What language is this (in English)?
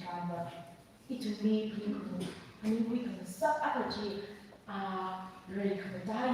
Tangkhul Naga (India)